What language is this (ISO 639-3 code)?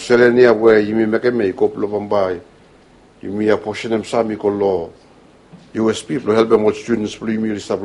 bis